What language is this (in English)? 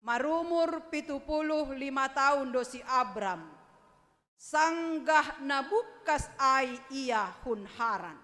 Batak Simalungun